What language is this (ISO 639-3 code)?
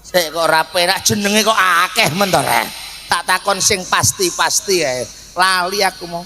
jav